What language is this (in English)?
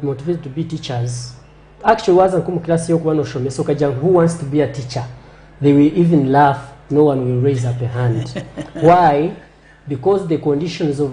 Nyankole